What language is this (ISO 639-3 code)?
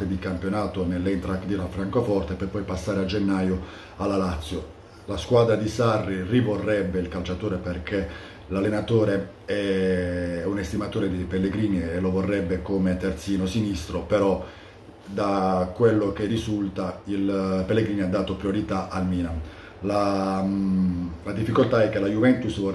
ita